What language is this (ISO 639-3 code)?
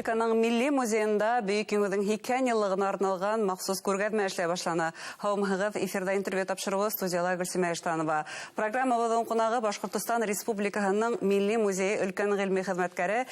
bak